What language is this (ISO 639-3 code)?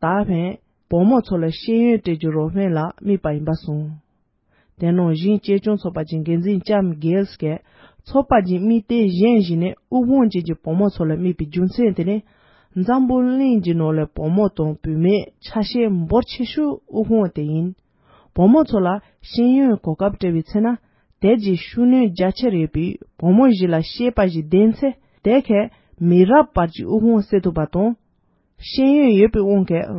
bod